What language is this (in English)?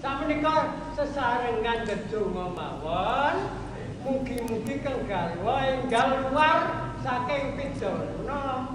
Javanese